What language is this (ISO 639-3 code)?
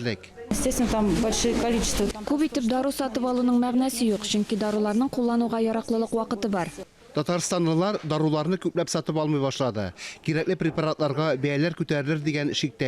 tat